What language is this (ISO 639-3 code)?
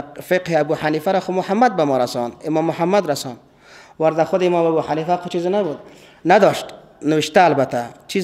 fas